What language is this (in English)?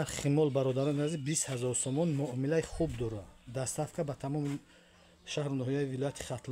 Tajik